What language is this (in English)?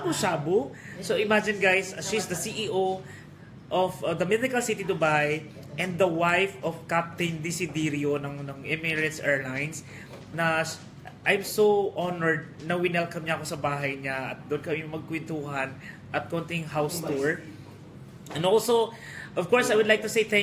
Filipino